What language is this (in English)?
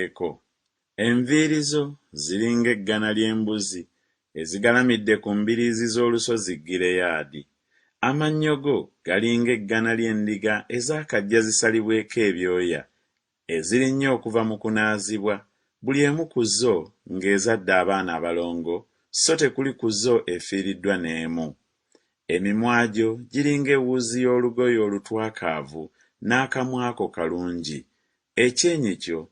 Ganda